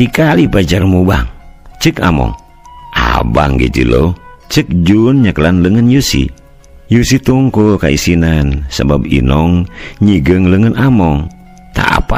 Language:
Sundanese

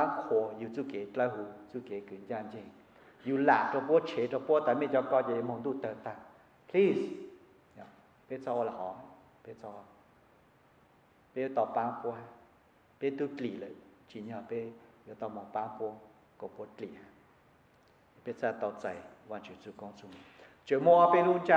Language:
Vietnamese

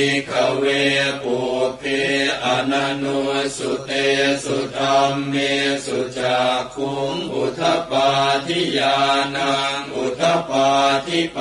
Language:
Pali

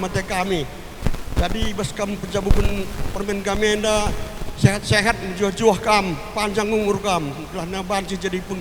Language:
Batak Karo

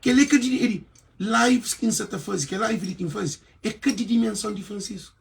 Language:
Kabuverdianu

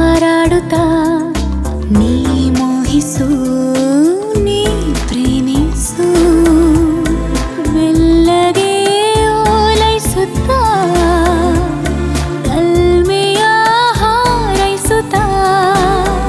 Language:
Kannada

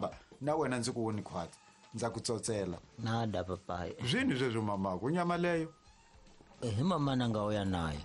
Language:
Tsonga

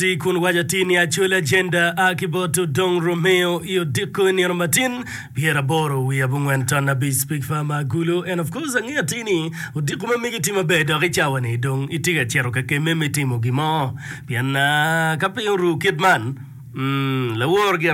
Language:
Acoli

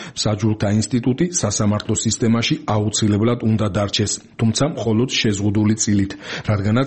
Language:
Georgian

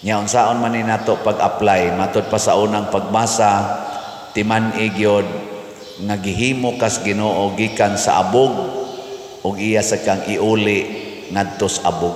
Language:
Cebuano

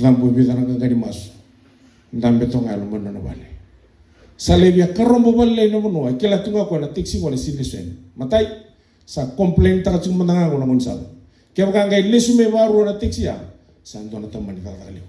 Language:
Fijian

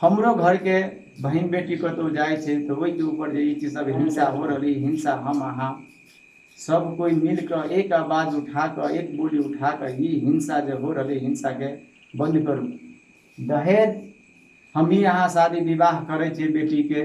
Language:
Maithili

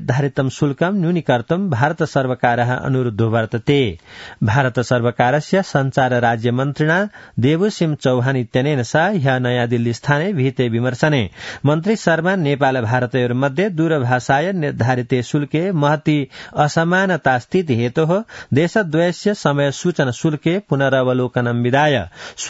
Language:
Sanskrit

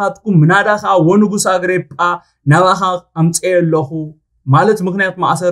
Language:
Tigrinya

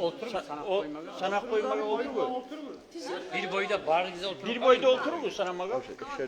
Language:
Kumyk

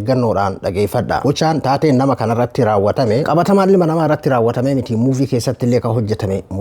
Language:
Oromo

